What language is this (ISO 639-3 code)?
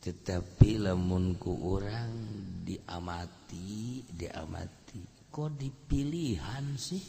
sun